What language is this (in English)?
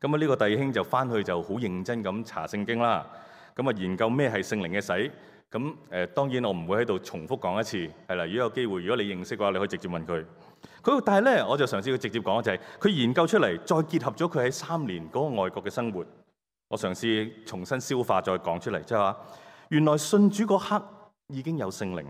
Cantonese